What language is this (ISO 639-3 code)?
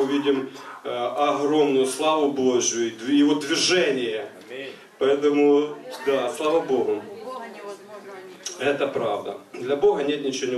rus